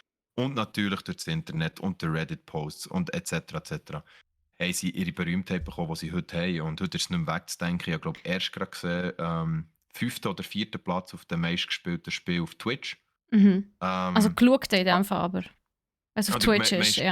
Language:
Swiss German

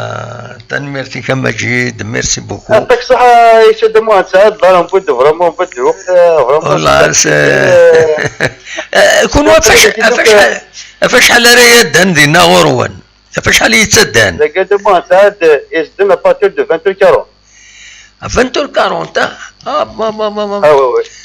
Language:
Kabyle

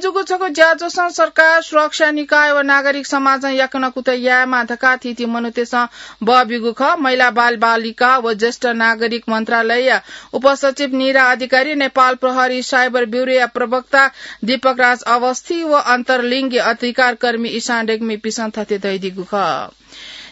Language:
Newari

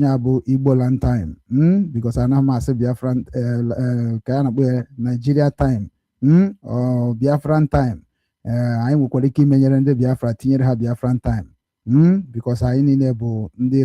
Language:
Igbo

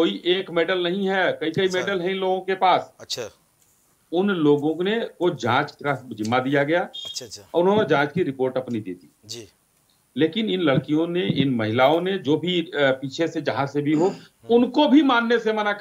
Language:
Hindi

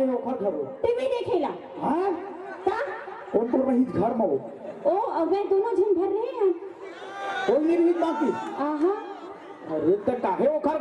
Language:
Chhattisgarhi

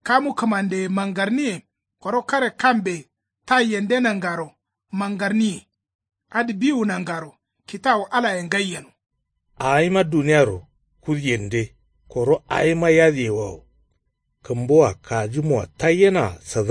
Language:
Kanuri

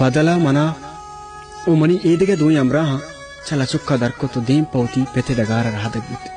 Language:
Baluchi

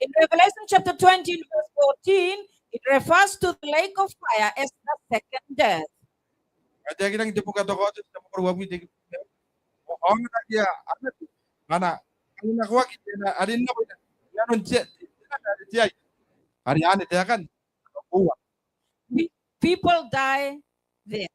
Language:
Gilbertese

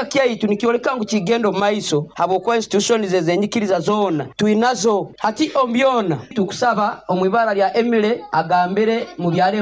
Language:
Nyoro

